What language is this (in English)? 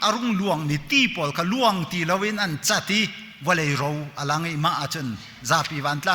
Hakha Chin